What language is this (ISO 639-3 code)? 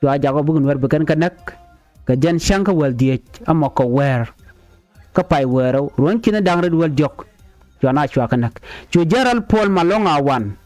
nus